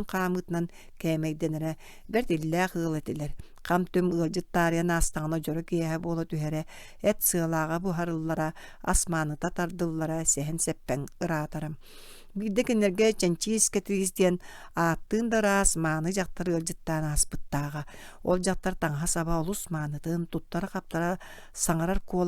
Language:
Yakut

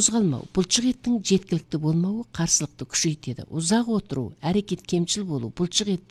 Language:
Kazakh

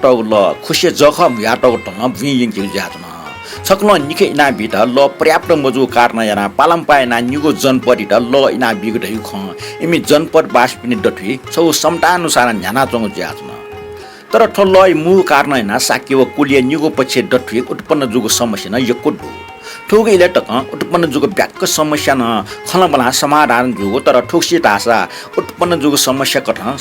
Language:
Newari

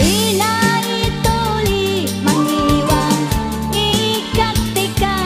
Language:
Makasar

